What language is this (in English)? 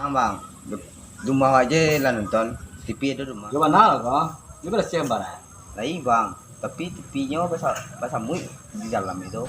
Minangkabau